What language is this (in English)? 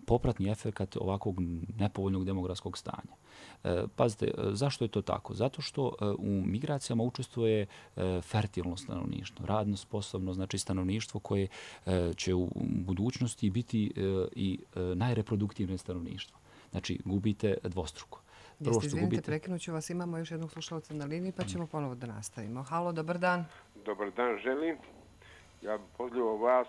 Serbian